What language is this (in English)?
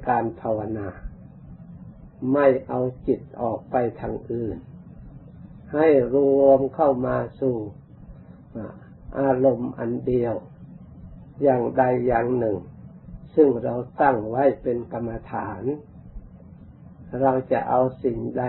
Thai